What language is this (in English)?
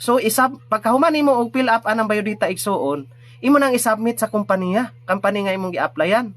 Cebuano